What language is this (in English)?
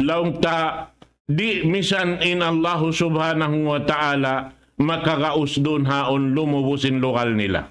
Tausug